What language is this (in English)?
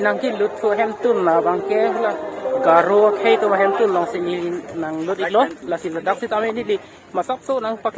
Karbi